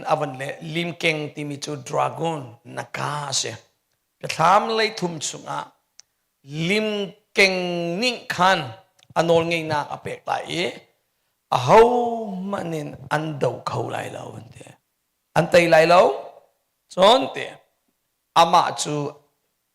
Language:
Hakha Chin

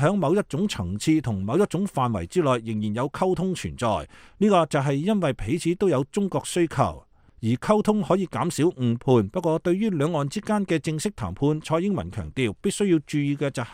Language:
Cantonese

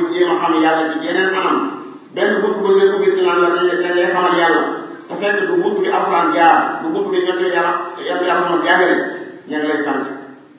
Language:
Wolof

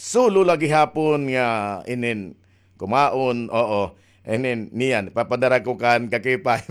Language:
Waray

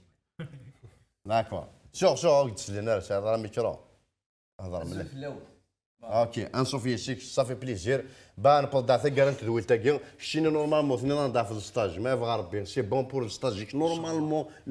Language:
Kabyle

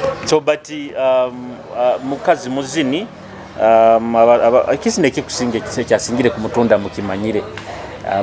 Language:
Nyoro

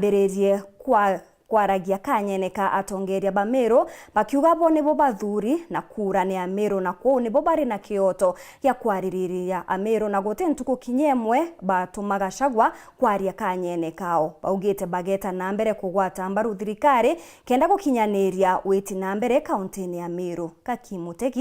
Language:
Meru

